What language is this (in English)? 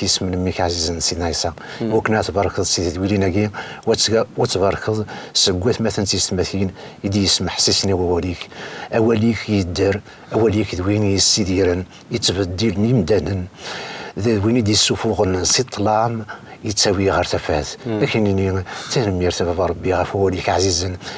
Kabyle